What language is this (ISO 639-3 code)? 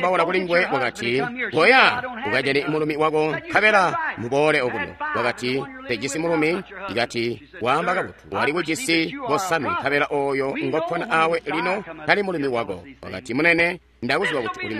toi